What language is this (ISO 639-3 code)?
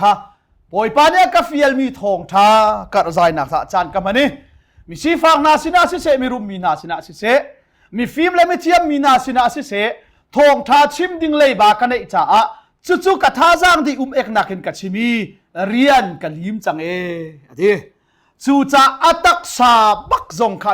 cnh